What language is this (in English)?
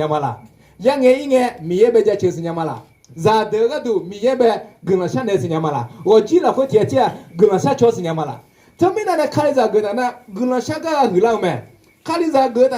Akha